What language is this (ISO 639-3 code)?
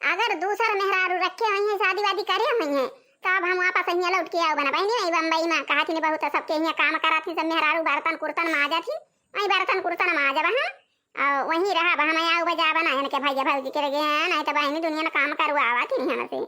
awa